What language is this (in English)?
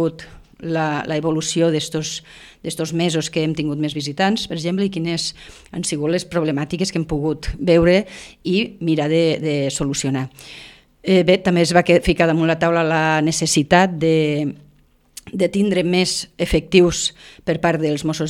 Catalan